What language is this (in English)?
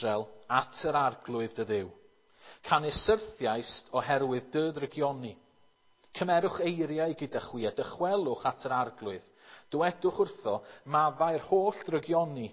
Welsh